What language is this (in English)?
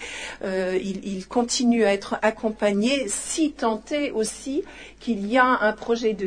French